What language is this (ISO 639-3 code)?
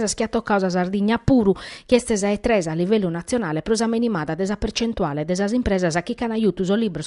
srd